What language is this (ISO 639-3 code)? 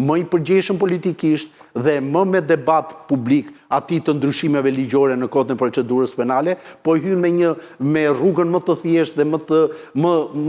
sqi